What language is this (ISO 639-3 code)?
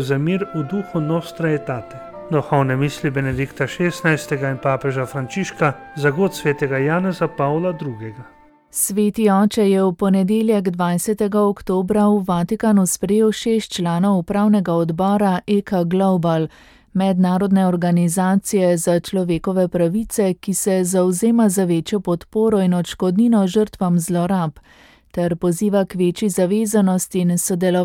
slv